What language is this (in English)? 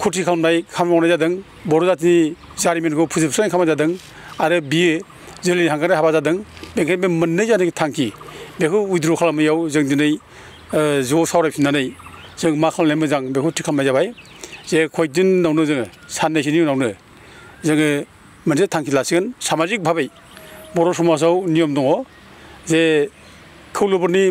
Bodo